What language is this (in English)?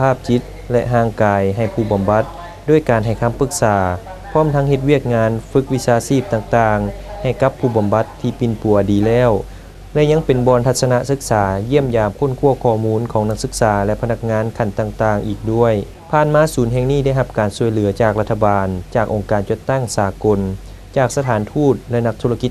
Lao